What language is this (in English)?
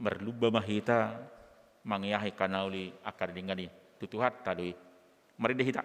Batak Toba